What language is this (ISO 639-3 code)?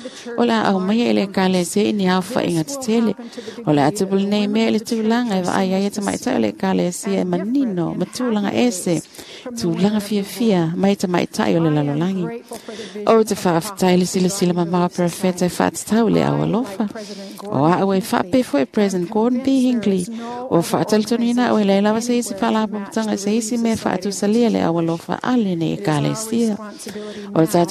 smo